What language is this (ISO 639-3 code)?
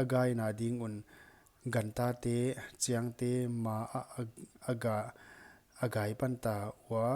pck